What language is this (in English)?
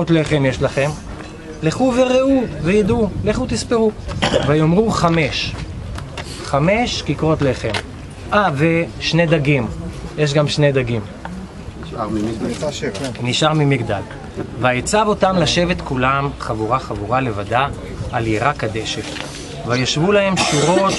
Hebrew